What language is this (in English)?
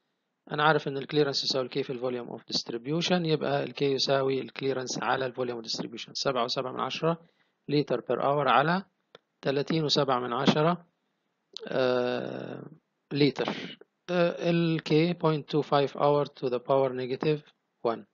Egyptian Arabic